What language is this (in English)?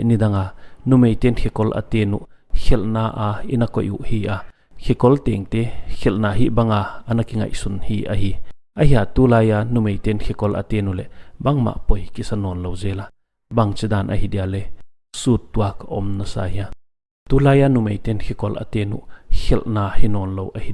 Paite Chin